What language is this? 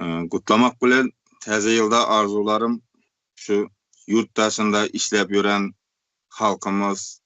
Turkmen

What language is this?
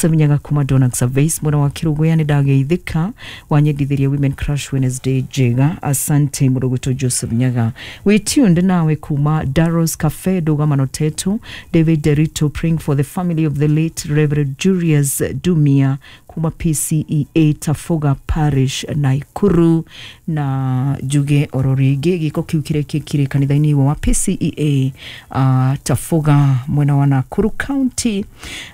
Kikuyu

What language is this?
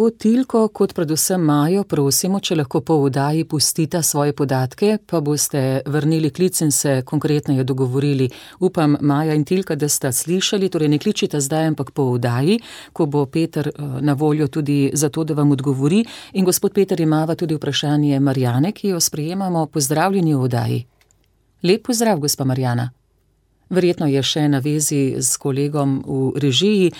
Slovenian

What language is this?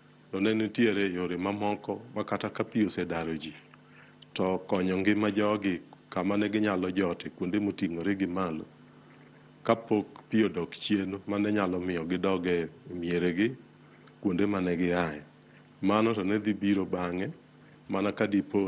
Luo (Kenya and Tanzania)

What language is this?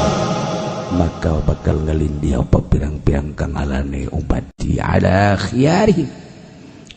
Sundanese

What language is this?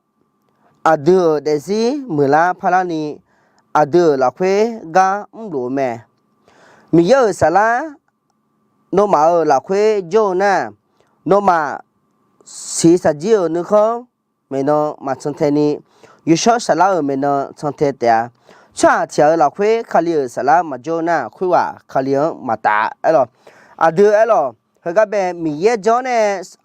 Akha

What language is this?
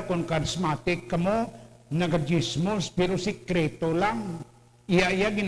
Hiligaynon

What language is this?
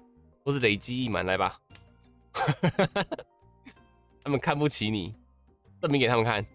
Chinese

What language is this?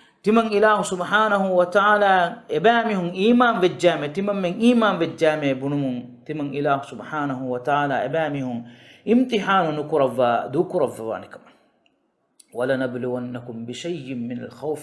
Divehi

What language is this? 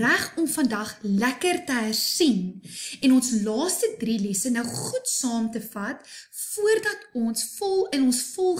Afrikaans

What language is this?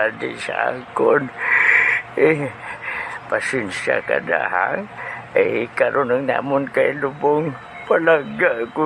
Hiligaynon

